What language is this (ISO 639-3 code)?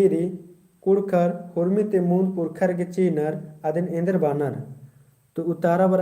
kru